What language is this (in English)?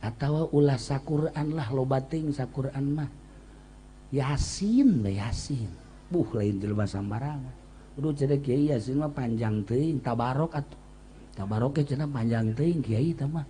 Sundanese